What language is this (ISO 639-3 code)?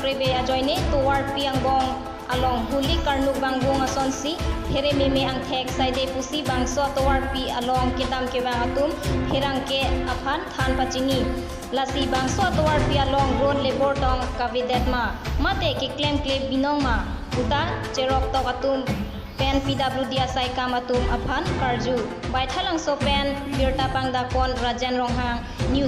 mjw